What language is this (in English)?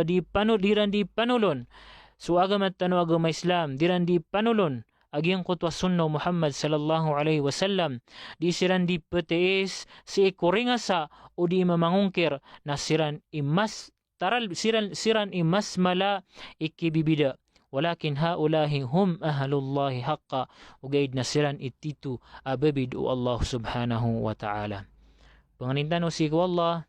Maranao